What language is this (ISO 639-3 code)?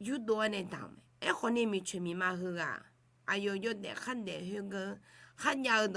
ahk